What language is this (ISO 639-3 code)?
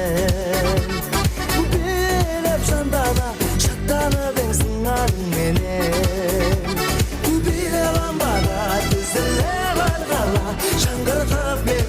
kaa